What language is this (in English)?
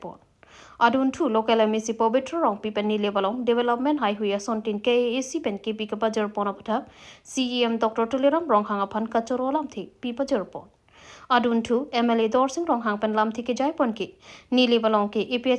Karbi